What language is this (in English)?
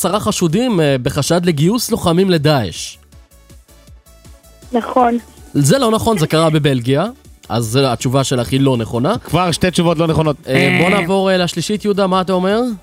Hebrew